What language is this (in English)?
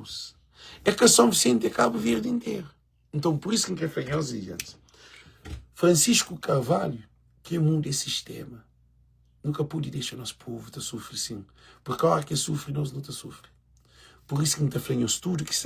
Kabuverdianu